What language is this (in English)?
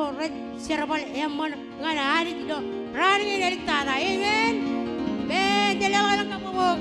Marshallese